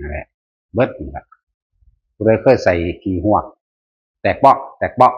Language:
Northeastern Thai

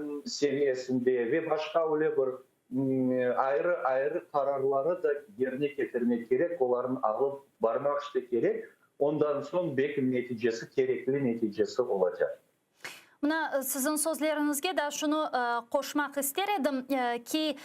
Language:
Crimean Tatar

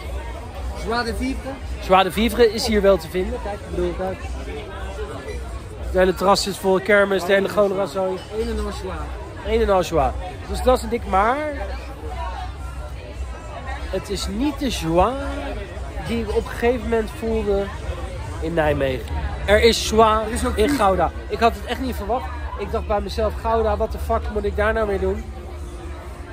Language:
Dutch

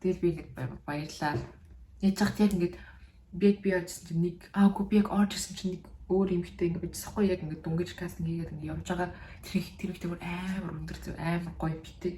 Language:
Mongolian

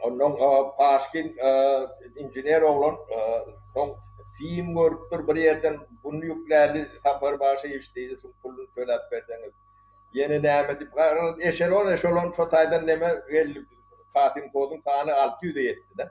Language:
Turkmen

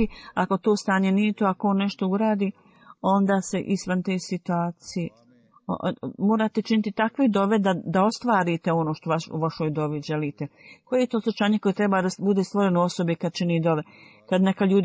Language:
Bosnian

